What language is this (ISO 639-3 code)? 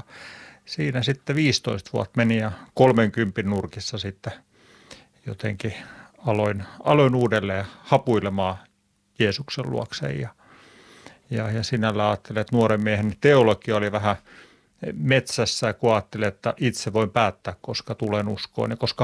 fin